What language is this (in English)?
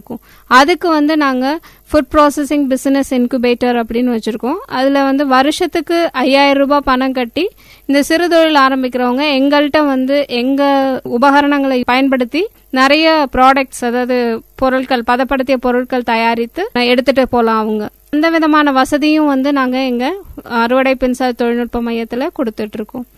Tamil